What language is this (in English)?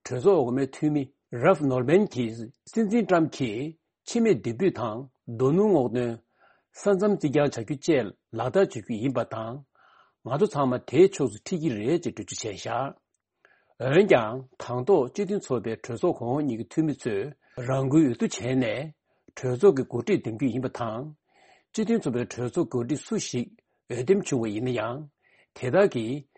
Tibetan